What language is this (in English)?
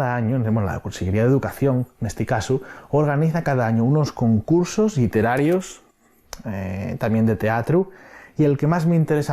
Asturian